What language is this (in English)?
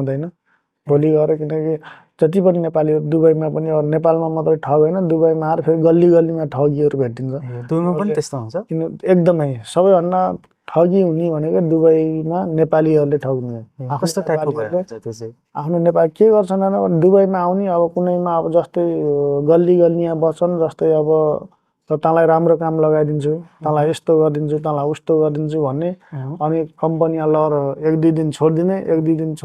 Nepali